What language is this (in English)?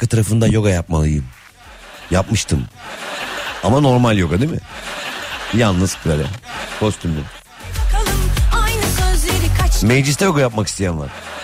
Turkish